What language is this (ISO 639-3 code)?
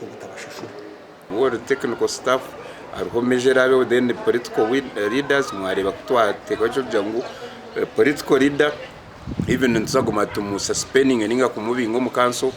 nyn